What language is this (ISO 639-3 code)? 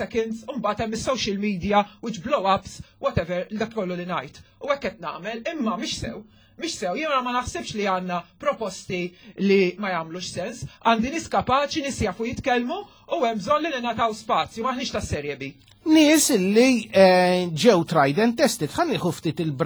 mlt